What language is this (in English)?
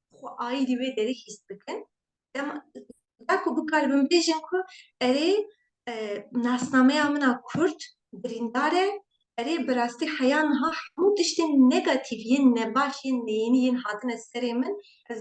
Kurdish